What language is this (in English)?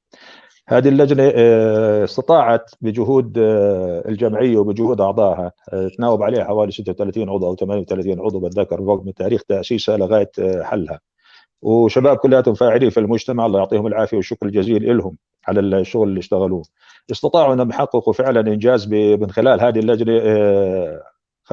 North Levantine Arabic